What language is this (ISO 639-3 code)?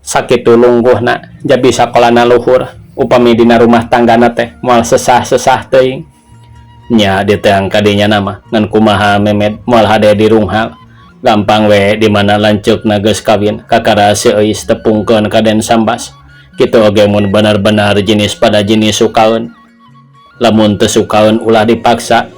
sun